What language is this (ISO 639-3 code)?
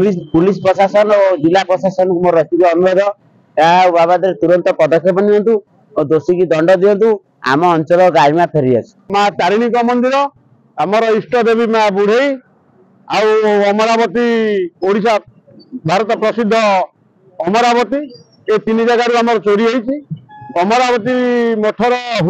ori